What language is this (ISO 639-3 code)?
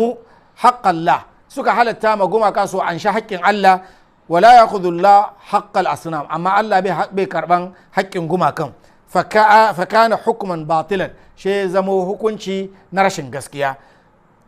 hau